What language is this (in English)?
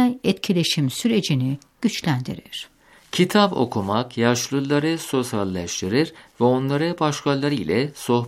Turkish